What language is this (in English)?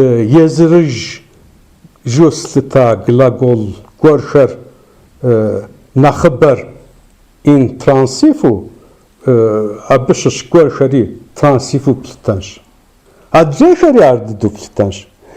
Kabardian